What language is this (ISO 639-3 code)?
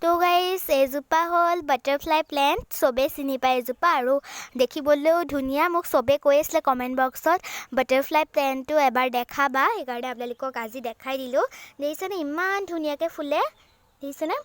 asm